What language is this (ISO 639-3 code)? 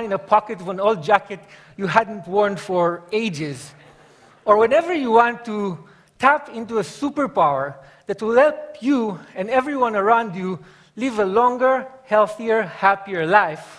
eng